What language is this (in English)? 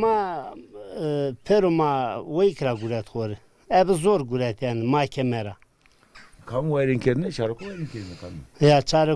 Zaza